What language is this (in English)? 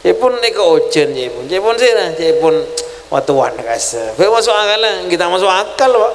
Madurese